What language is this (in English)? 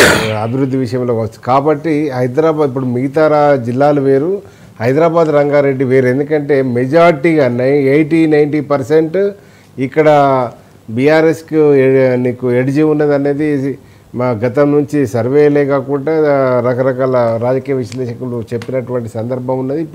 Telugu